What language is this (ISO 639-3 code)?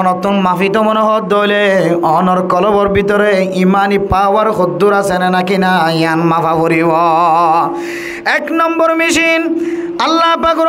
rhg